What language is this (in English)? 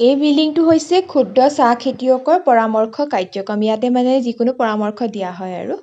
Assamese